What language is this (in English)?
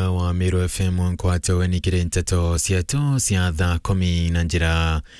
Meru